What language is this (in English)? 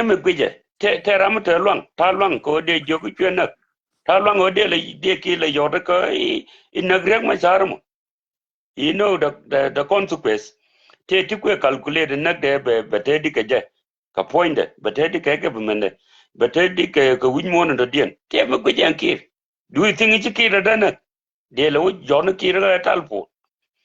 Nuer